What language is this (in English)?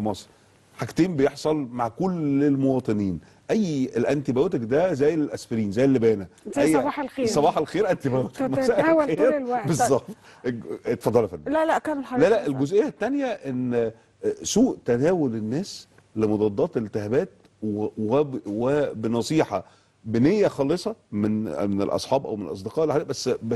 Egyptian Arabic